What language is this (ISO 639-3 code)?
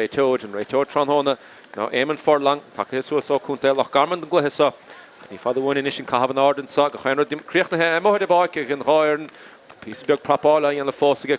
gle